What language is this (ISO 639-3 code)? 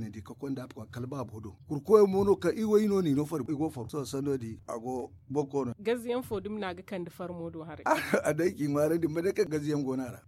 dje